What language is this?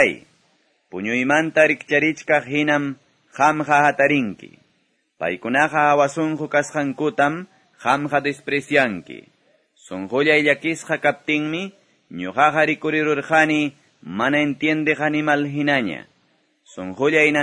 Quechua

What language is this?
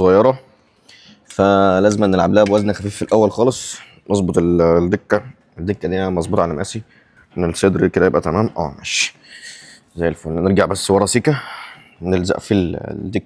Egyptian Arabic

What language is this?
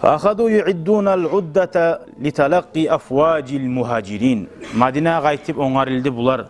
Kumyk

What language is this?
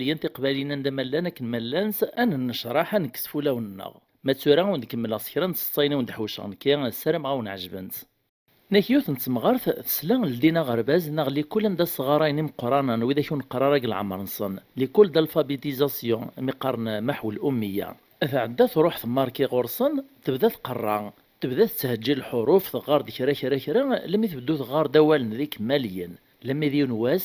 Kabyle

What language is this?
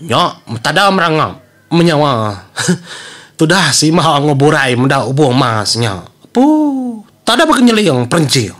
Iban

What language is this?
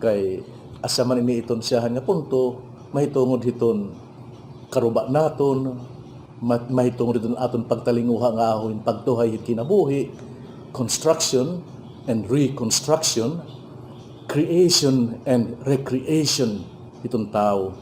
Waray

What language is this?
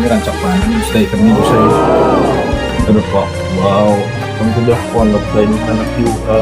Banjar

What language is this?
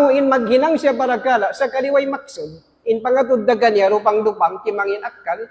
Tausug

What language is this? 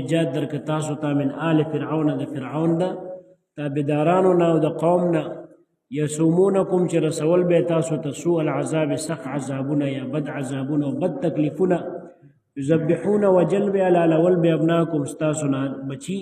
Pashto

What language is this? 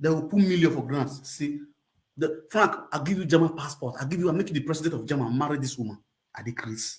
Nigerian Pidgin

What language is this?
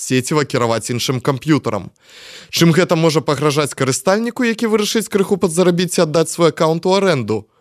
Belarusian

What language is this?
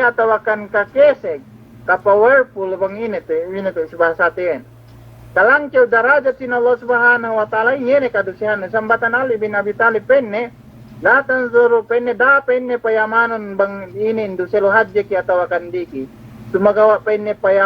Yakan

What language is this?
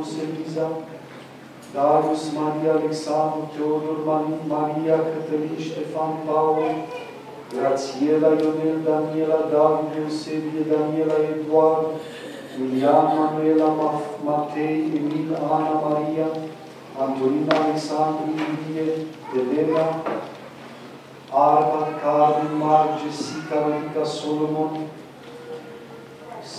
Romanian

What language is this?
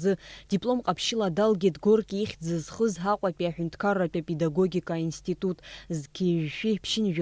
Abkhazian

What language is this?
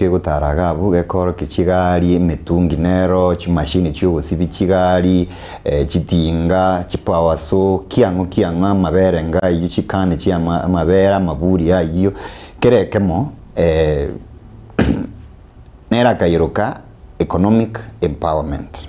Gusii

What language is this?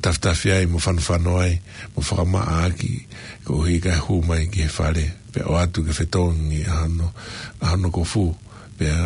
Tongan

